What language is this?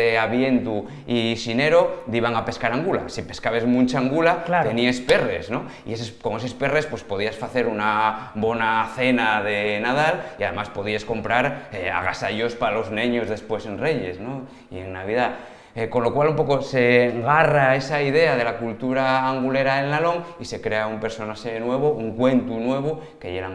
Asturian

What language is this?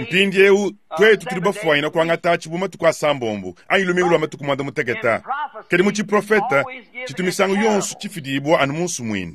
Luba-Lulua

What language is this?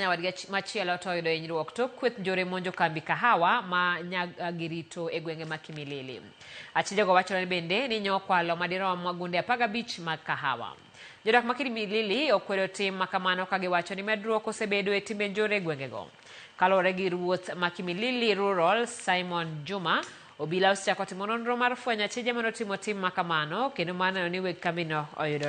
Luo (Kenya and Tanzania)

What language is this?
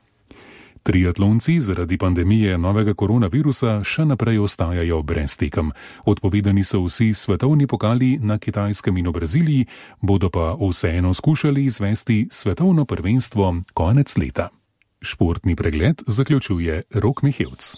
Slovenian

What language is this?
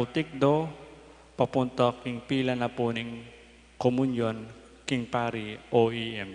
Pampanga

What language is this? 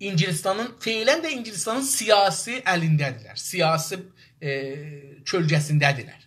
South Azerbaijani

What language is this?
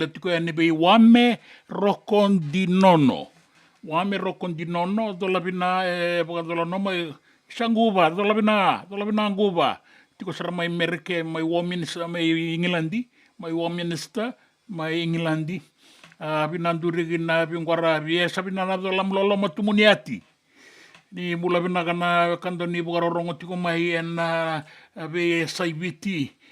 Fijian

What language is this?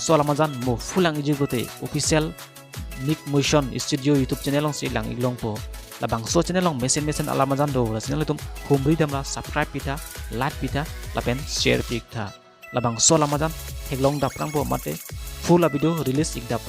Karbi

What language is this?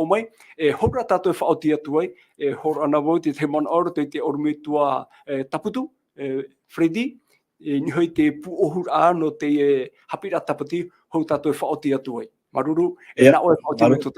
Tahitian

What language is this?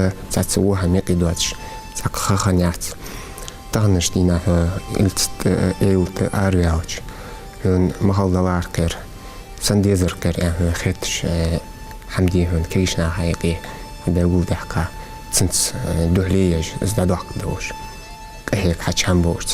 Ingush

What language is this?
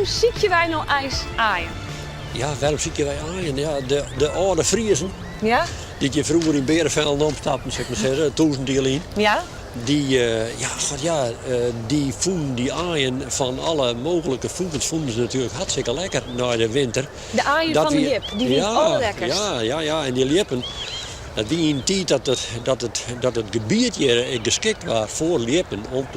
Western Frisian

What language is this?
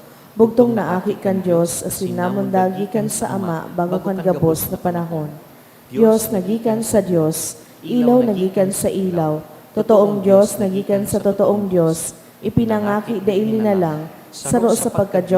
Bikol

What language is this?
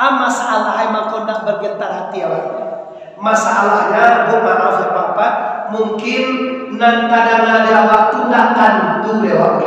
Minangkabau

